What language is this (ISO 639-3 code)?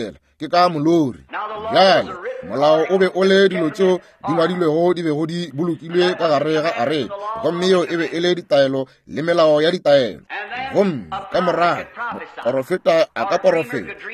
nso